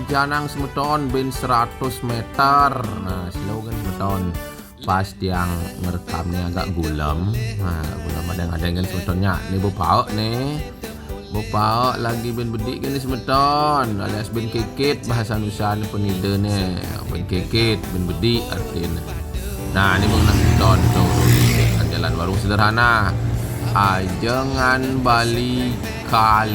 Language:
Balinese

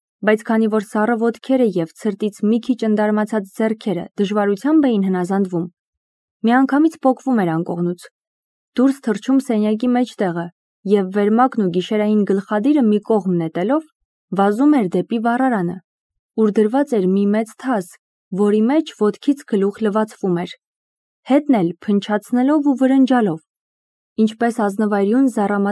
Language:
Armenian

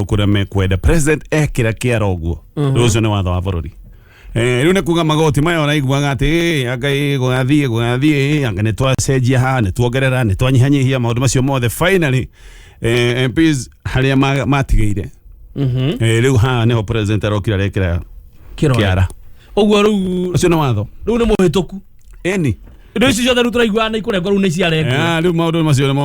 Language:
Kikuyu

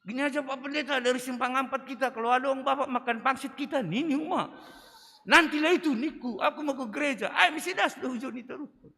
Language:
Batak Simalungun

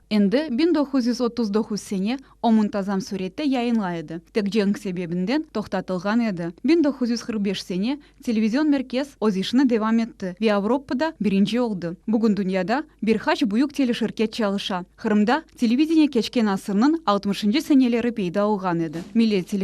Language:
Crimean Tatar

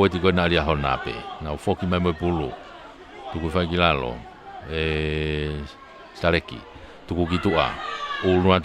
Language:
Tongan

